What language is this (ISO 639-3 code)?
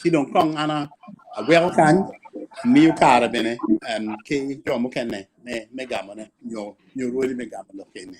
ach